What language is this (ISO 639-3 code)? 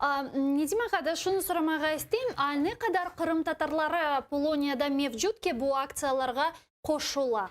crh